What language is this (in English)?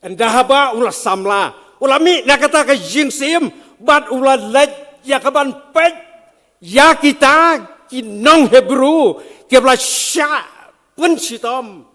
Khasi